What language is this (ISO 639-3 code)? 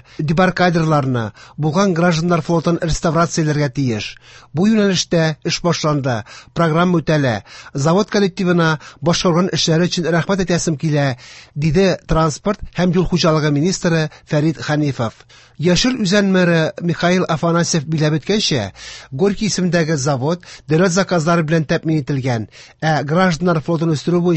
tat